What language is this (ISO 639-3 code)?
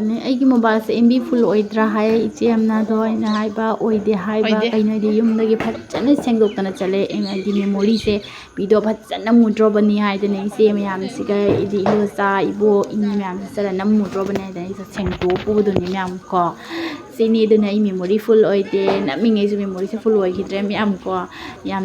mni